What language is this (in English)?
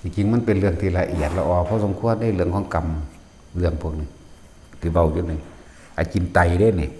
Northeastern Thai